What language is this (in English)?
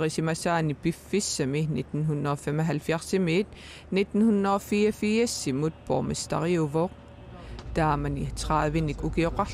Kalaallisut